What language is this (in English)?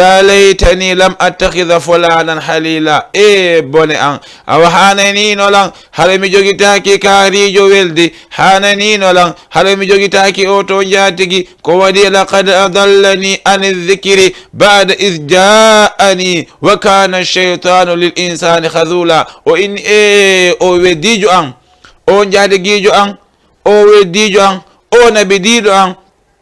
Fula